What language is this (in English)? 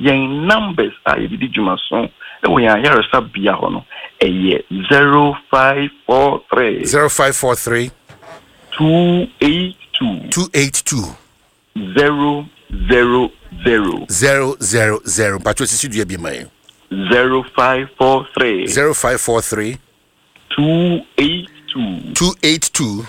Akan